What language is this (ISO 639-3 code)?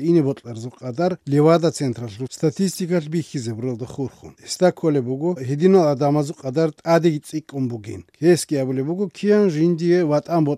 ava